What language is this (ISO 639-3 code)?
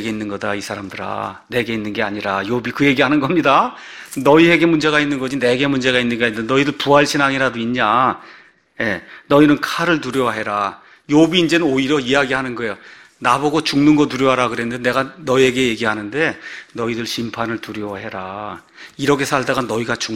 kor